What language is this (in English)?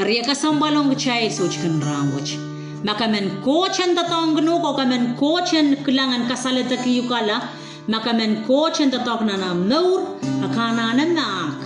Pohnpeian